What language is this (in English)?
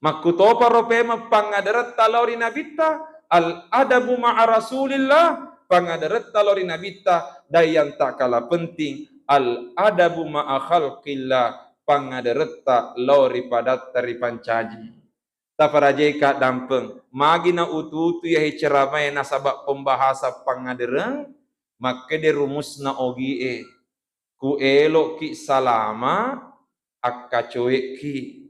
Buginese